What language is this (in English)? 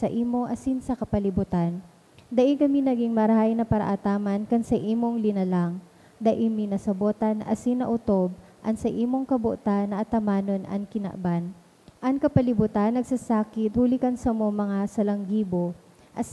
Bikol